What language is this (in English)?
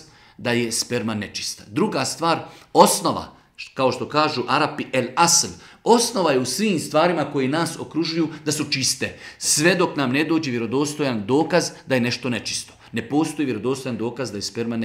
Bosnian